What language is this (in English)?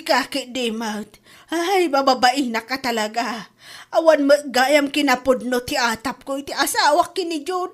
Iloko